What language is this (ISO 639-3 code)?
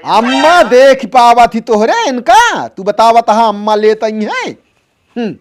awa